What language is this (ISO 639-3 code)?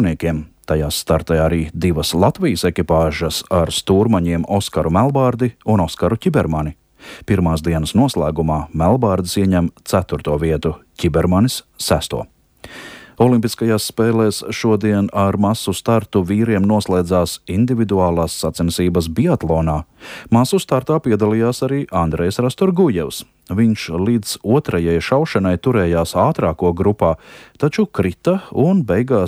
lav